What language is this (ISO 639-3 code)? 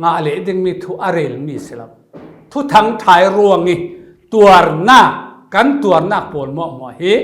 cfm